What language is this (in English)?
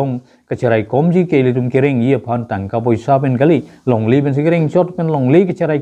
Karbi